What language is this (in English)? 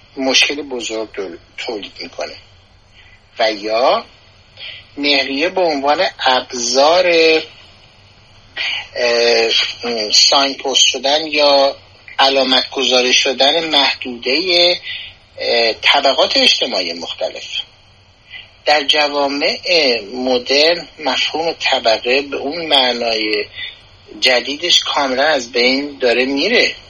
Persian